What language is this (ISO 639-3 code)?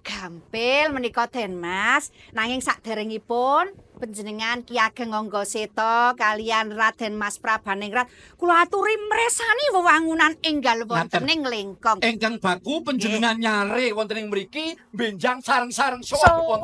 jav